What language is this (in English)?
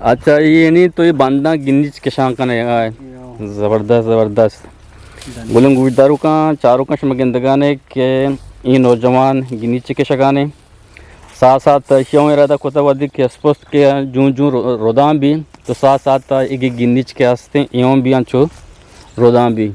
Eastern Balochi